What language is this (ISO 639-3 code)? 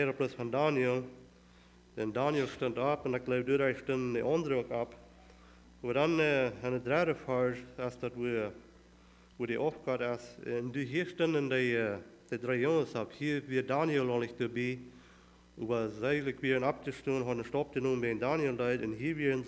pdt